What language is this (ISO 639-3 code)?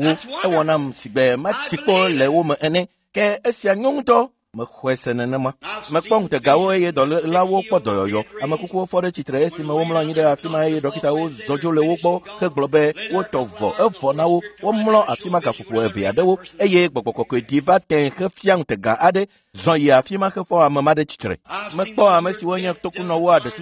ewe